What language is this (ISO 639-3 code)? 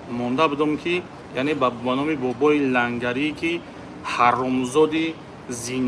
tgk